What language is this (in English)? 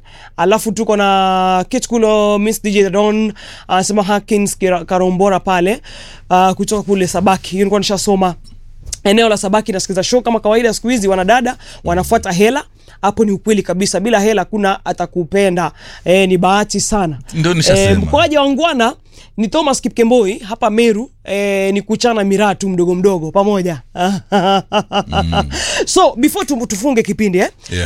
Swahili